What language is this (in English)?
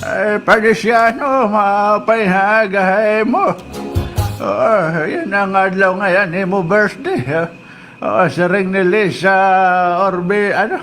Waray